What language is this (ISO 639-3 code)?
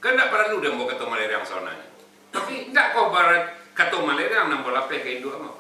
min